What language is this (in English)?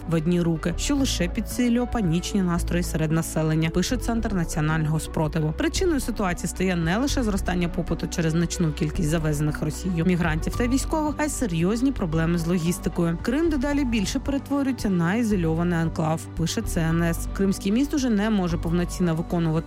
Ukrainian